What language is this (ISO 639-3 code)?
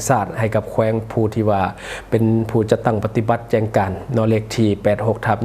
lao